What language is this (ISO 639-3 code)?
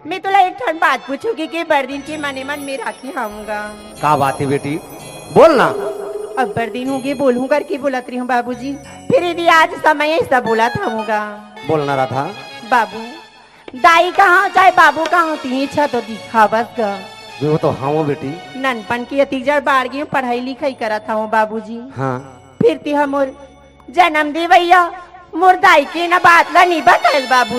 hne